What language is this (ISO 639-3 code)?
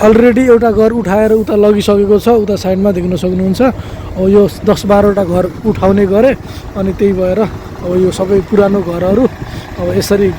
nep